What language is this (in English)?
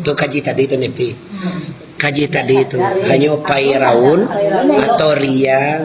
Minangkabau